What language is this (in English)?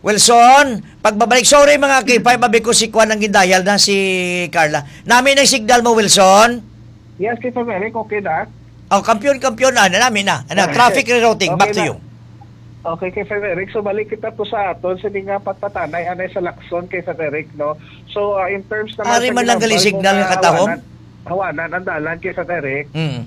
Hiligaynon